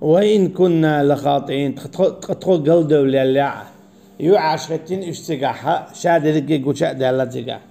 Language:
Chechen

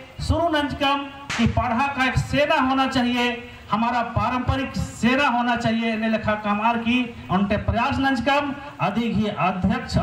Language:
Kurukh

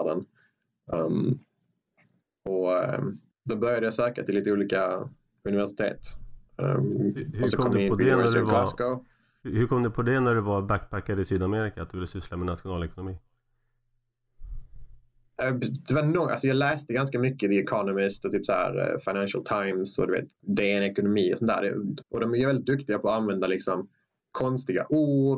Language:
Swedish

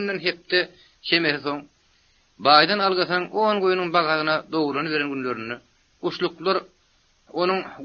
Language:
Turkmen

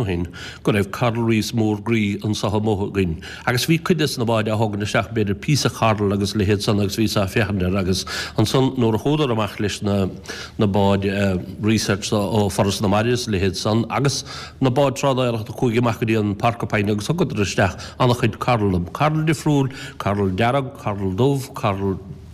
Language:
Irish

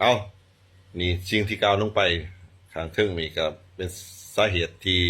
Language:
Lao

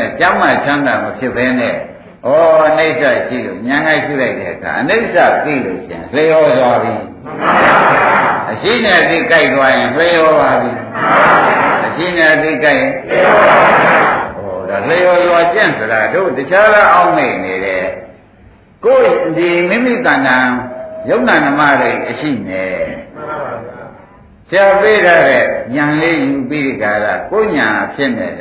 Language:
Burmese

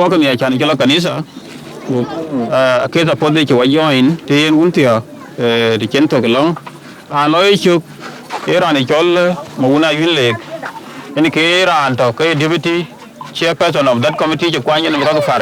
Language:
Dinka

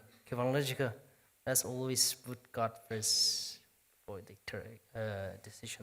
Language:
Tangkhul Naga (India)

